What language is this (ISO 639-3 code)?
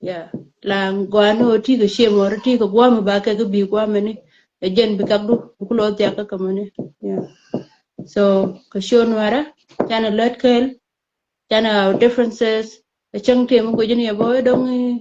nus